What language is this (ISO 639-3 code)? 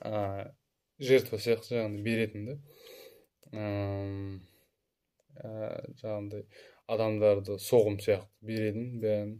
kaz